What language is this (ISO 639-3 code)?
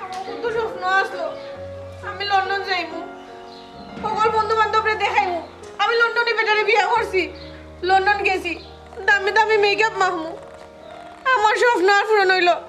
syl